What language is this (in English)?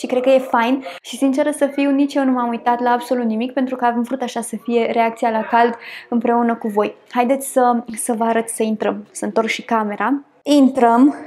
Romanian